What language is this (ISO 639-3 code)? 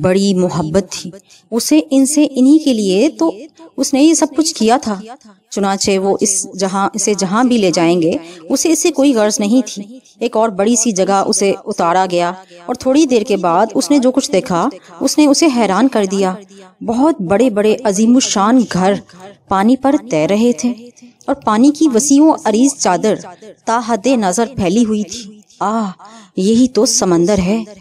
urd